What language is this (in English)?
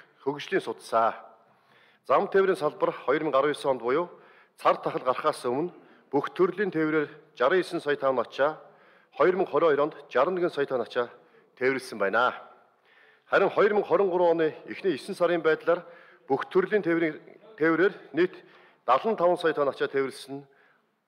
Mongolian